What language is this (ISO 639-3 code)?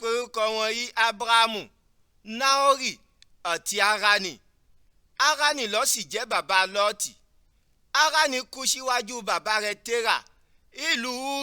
yor